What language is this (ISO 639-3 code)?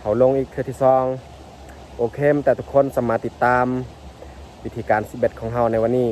lao